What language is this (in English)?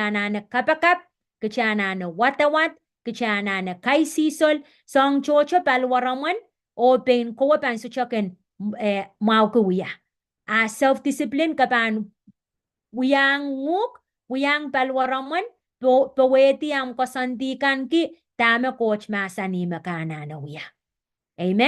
Pohnpeian